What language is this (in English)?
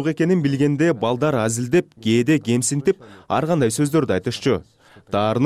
Kyrgyz